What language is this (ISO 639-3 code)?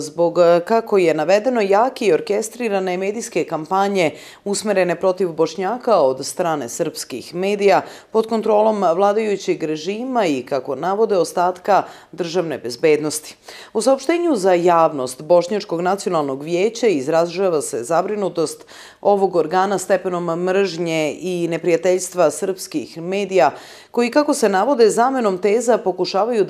srp